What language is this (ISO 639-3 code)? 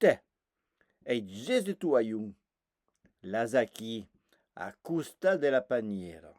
oci